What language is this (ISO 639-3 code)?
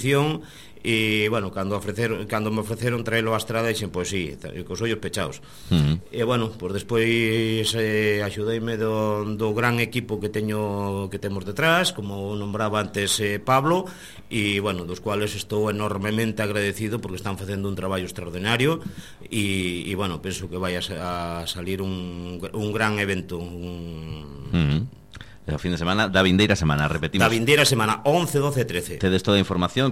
glg